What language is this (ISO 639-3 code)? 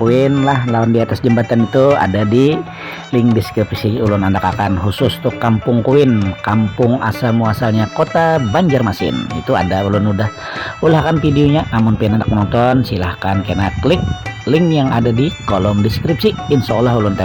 bjn